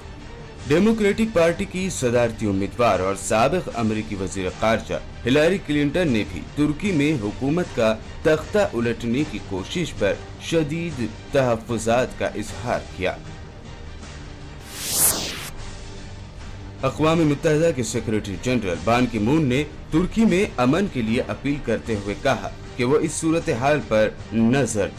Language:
Urdu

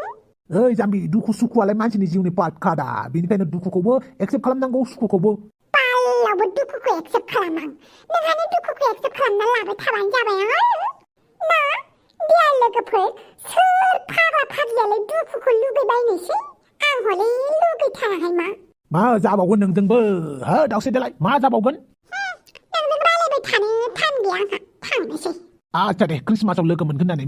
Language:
Bodo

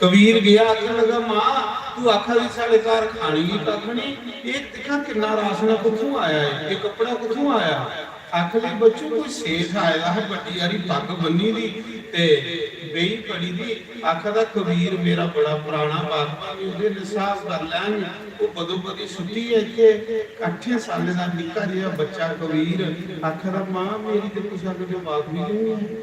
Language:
Dogri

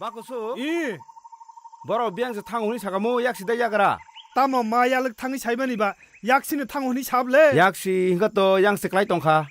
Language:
Kok Borok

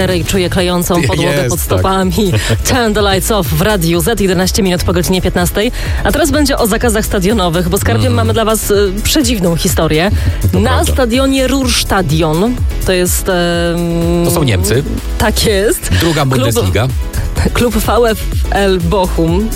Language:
Polish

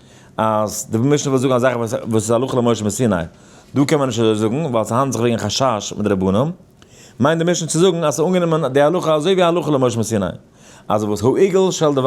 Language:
Yiddish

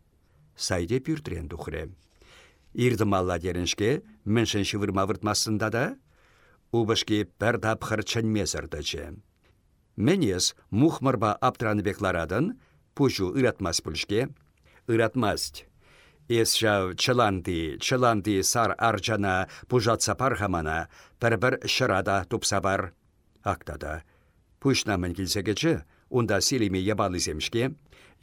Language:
Chuvash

